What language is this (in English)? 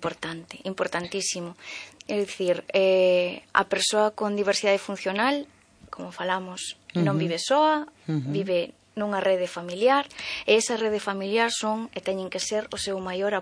Galician